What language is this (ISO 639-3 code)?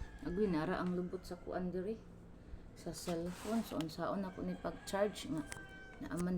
ceb